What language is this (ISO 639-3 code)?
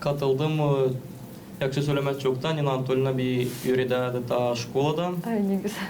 gag